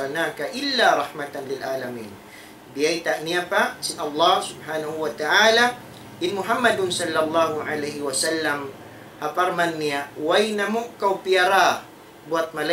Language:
Tausug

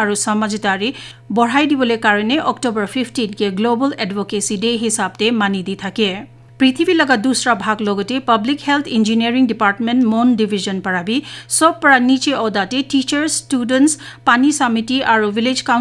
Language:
Naga Pidgin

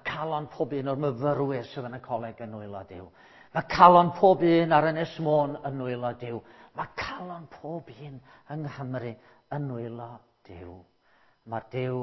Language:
Welsh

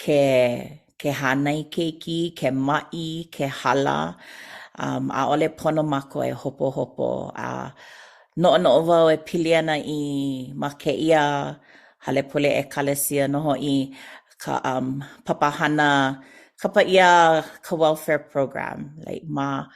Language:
Hawaiian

